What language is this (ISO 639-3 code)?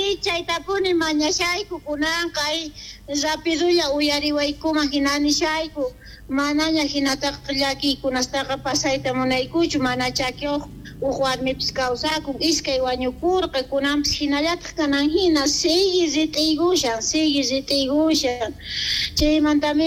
quh